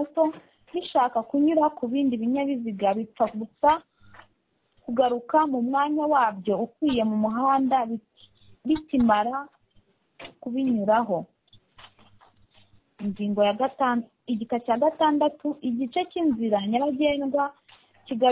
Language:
Kinyarwanda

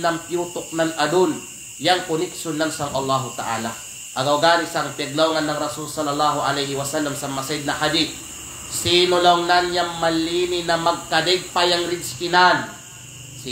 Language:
Kalagan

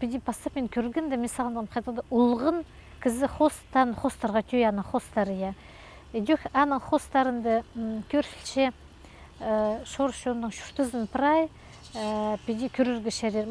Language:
Khakas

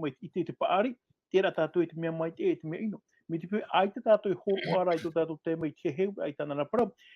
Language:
Tahitian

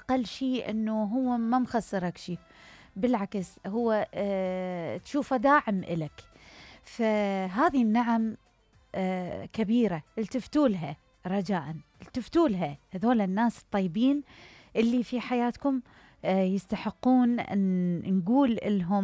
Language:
Mesopotamian Arabic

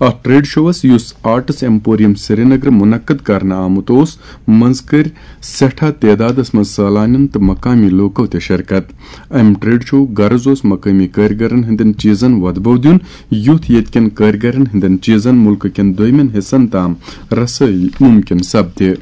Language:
Kashmiri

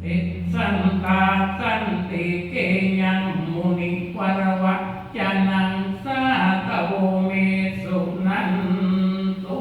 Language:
Pali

